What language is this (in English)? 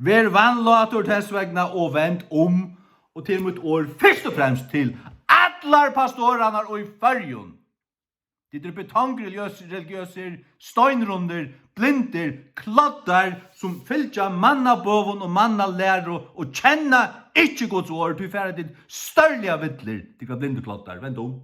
Faroese